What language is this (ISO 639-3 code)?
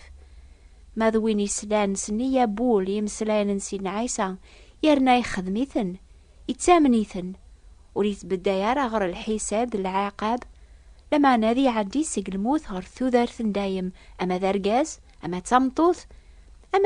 kab